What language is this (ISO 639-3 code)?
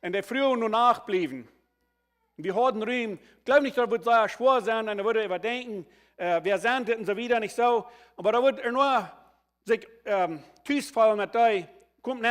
pdt